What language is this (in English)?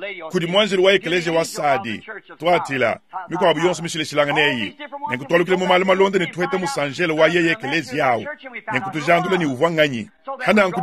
Luba-Lulua